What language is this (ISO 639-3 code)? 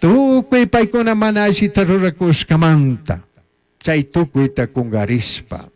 qug